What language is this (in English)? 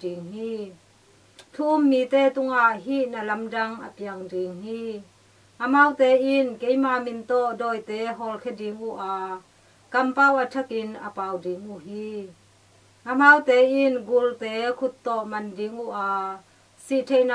Tedim Chin